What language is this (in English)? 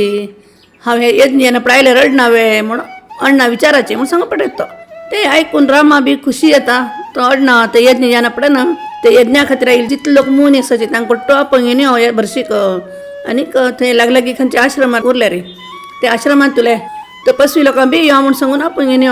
Konkani